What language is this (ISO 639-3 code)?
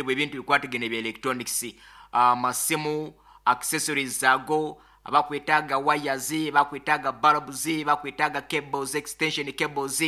nyo